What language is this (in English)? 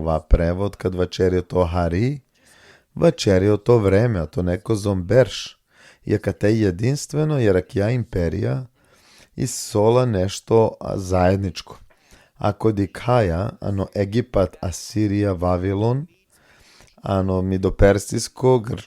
Balkan Romani